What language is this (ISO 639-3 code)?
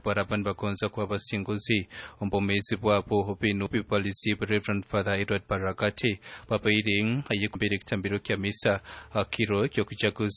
nyn